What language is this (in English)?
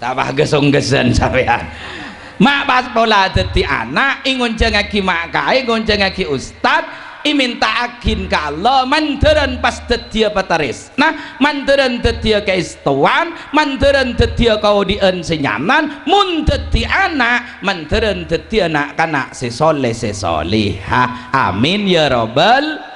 Madurese